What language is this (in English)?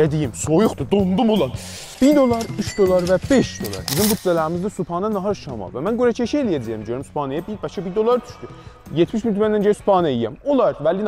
South Azerbaijani